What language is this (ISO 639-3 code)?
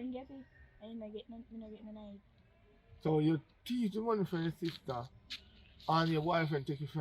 jam